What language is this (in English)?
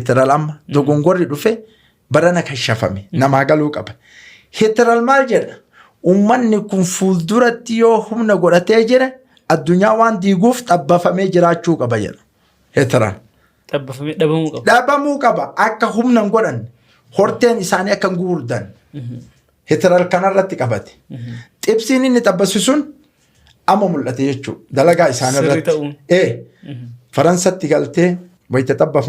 Oromo